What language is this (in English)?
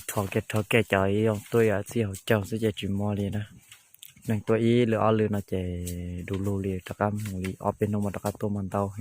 Hmong